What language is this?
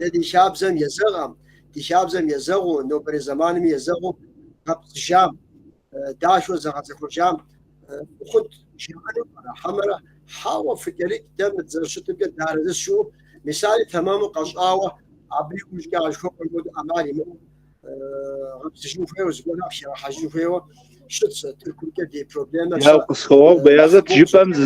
Kabardian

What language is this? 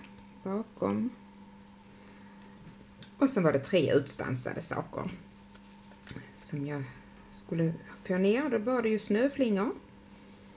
Swedish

